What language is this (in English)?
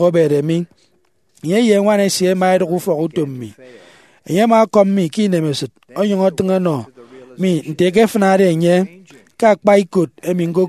Efik